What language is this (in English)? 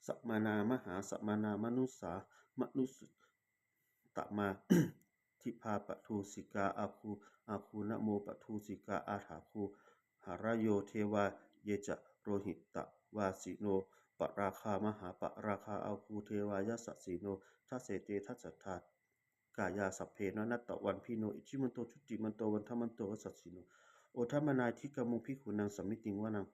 Pali